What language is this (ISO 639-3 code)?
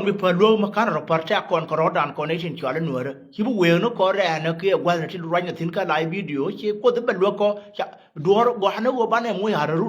nus